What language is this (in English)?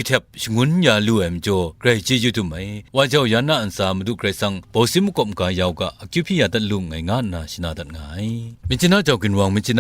Kachin